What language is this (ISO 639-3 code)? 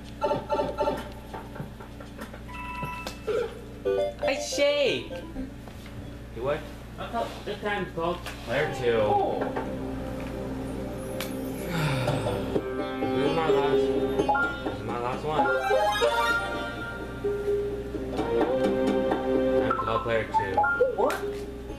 eng